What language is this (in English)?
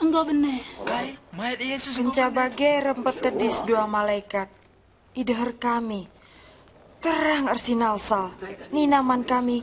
Batak Karo